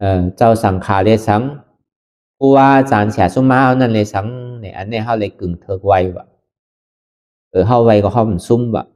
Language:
Shan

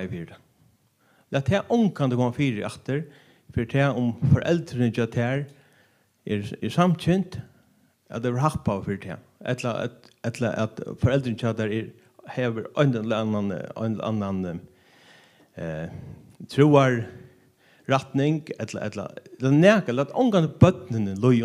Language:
Faroese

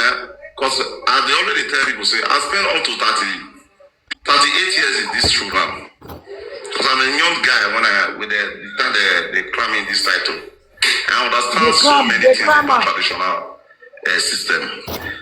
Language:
Nigerian Pidgin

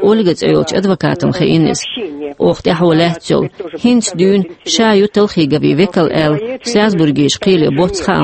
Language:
Chechen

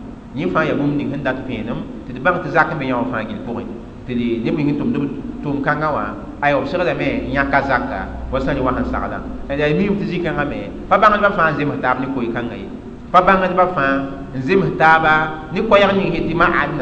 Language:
Mossi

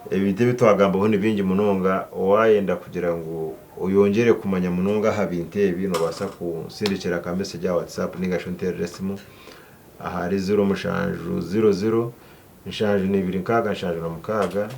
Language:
Nyankole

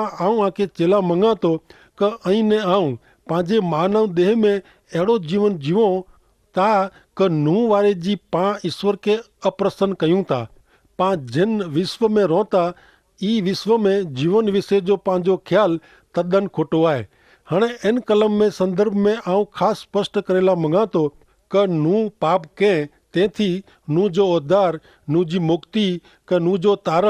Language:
Kachhi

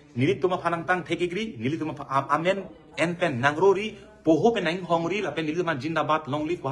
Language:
Karbi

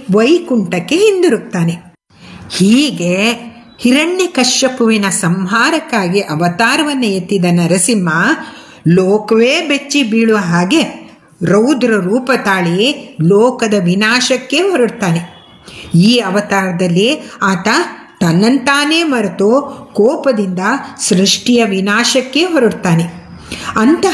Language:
Kannada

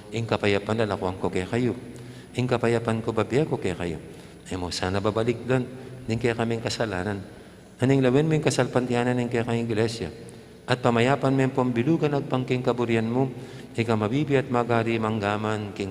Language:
Pampanga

